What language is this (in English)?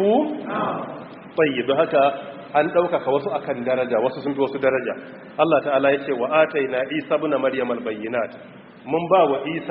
Hausa